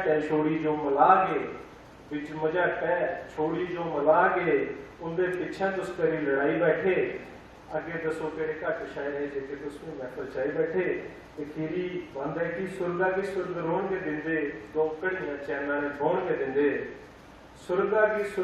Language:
Dogri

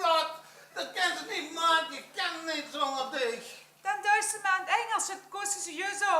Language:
Limburgish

